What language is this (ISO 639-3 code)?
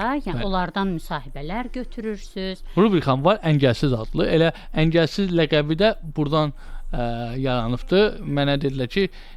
aze